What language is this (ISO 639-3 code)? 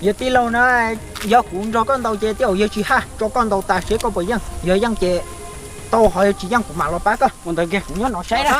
hmn